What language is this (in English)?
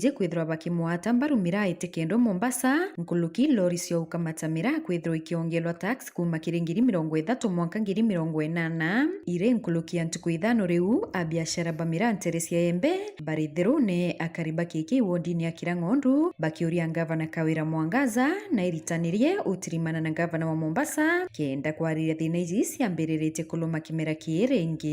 Meru